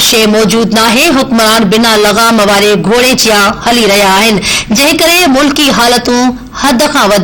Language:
Sindhi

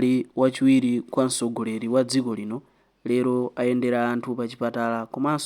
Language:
Nyanja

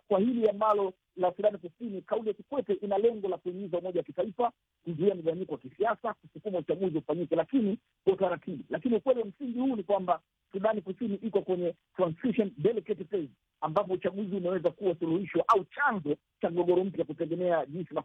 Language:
Swahili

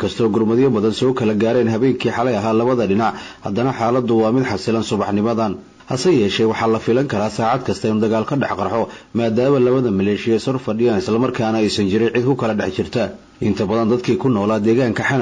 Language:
Somali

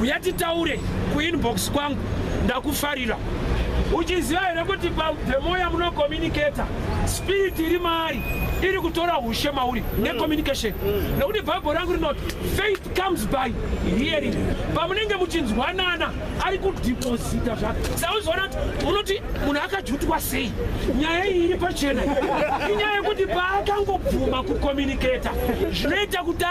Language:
Shona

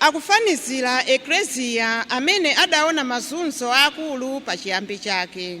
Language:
Nyanja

